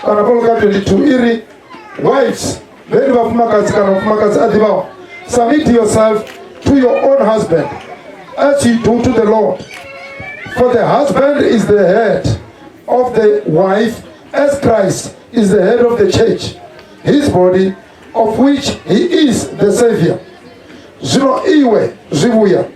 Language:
Venda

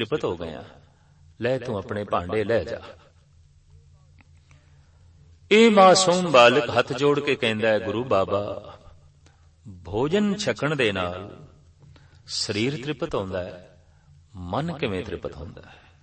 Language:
Punjabi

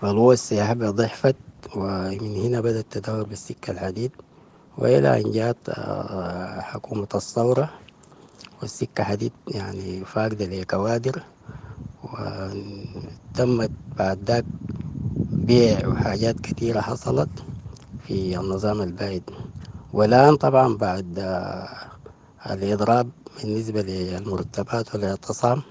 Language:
Sudanese Arabic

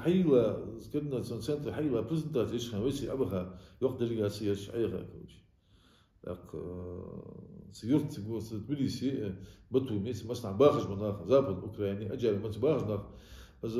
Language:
Ingush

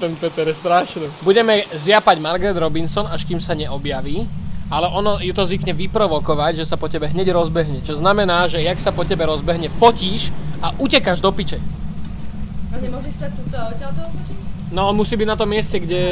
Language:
Slovak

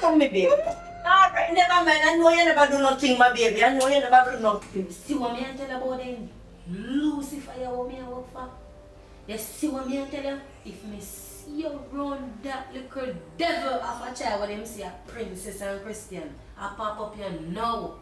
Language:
Jamaican Creole English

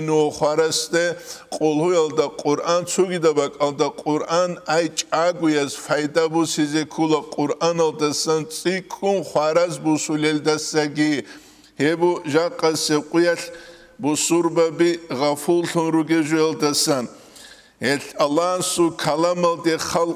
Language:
Avaric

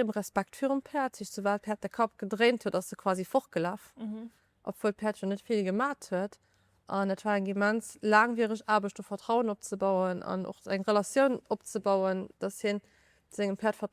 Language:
Luxembourgish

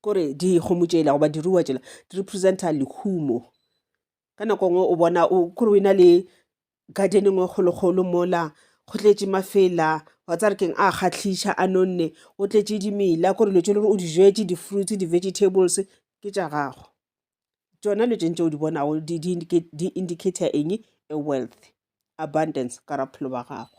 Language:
Northern Sotho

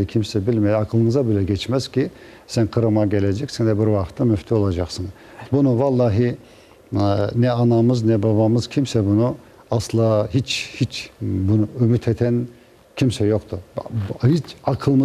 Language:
Crimean Tatar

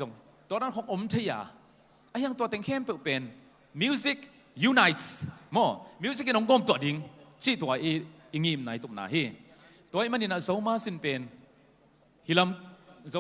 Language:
Tedim Chin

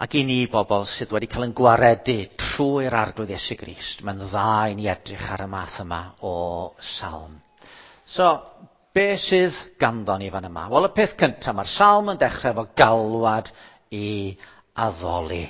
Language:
Welsh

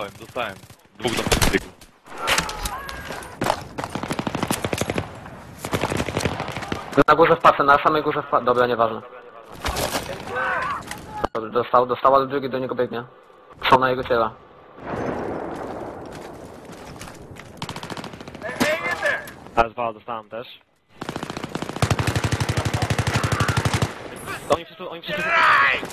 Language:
Polish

